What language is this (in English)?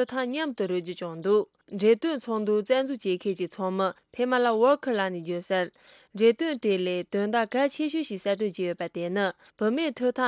Tibetan